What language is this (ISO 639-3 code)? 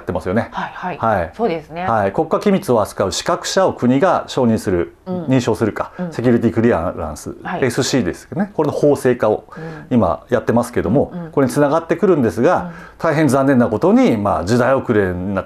jpn